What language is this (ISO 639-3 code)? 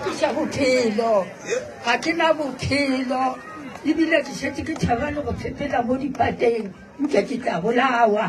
nso